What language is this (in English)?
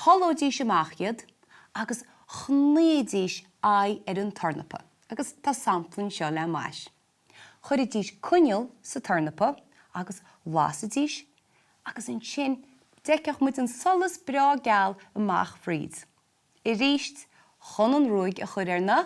Irish